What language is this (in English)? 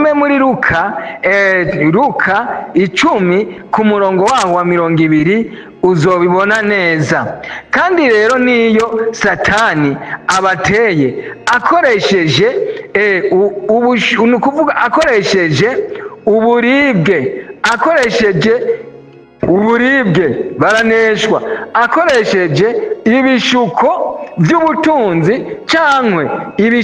Rundi